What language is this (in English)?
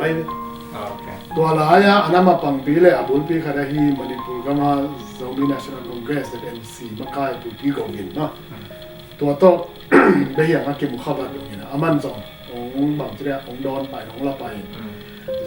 Tedim Chin